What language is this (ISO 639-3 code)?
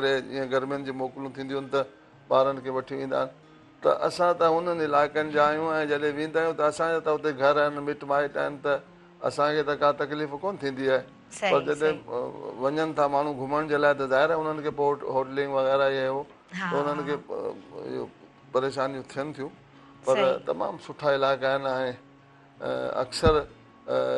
snd